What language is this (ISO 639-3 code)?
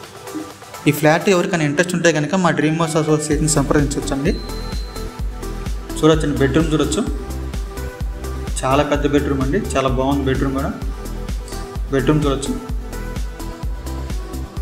tel